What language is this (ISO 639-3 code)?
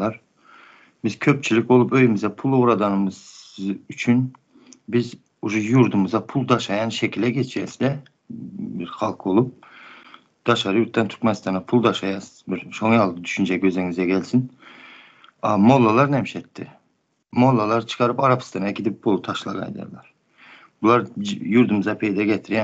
tuk